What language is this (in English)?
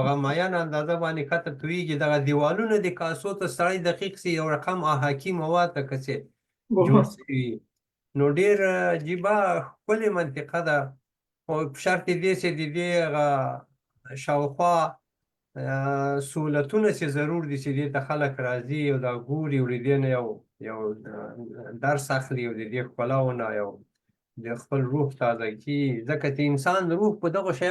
Pashto